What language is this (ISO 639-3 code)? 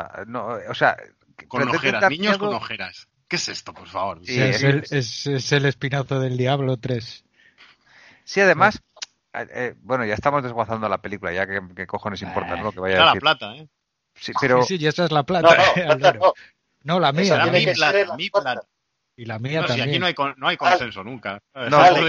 spa